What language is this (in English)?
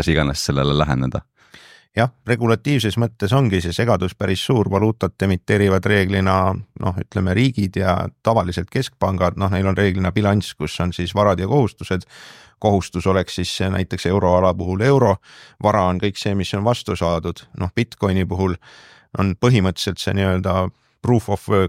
Estonian